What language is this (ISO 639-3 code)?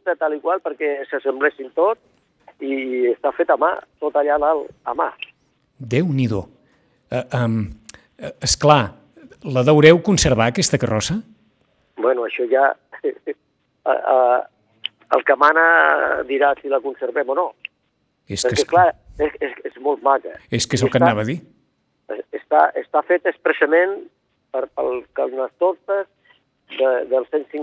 cat